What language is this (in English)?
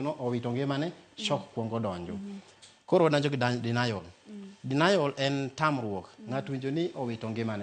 Luo (Kenya and Tanzania)